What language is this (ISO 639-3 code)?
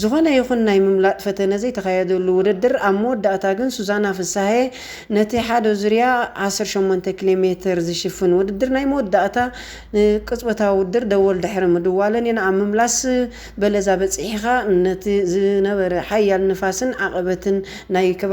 tir